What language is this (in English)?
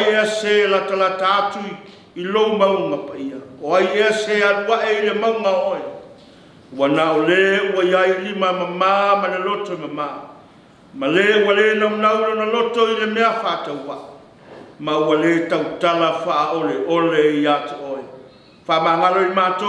Samoan